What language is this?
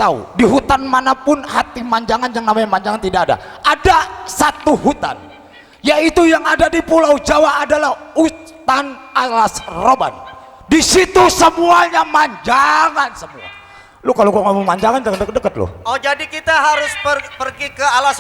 Betawi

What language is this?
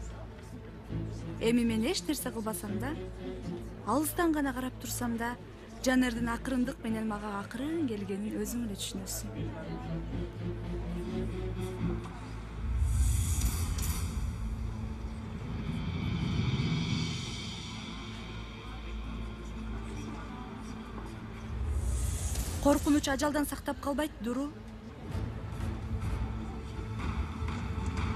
Kyrgyz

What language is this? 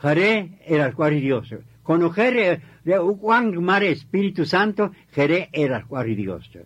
Kaqchikel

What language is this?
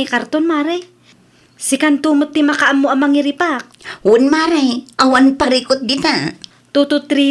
Iloko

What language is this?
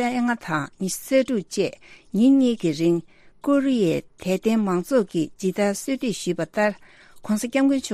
Tibetan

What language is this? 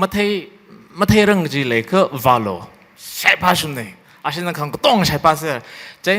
Tangkhul Naga (India)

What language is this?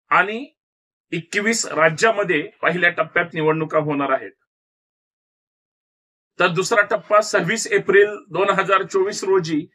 Marathi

